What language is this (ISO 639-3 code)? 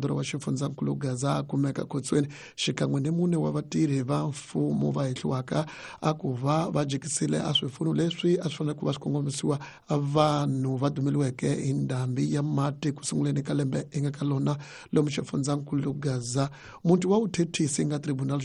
tso